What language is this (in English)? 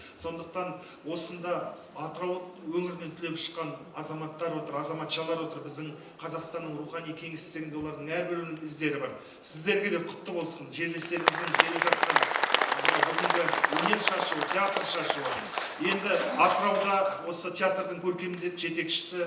Kazakh